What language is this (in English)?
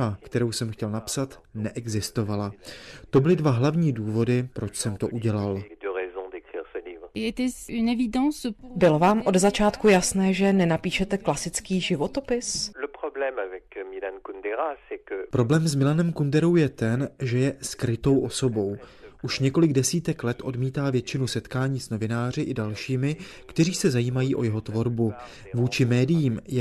Czech